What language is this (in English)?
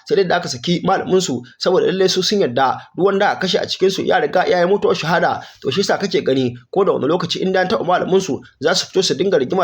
Hausa